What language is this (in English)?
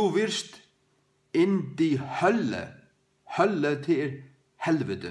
Faroese